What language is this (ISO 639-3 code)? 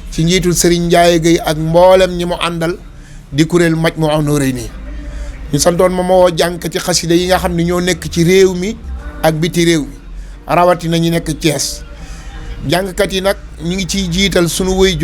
wol